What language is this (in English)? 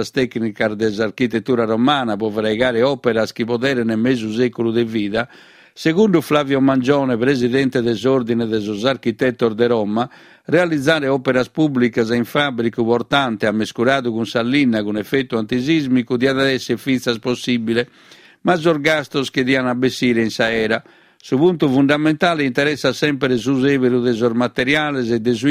Sardinian